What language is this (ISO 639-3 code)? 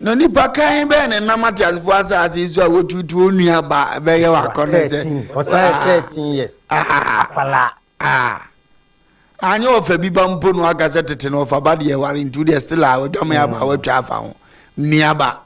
aka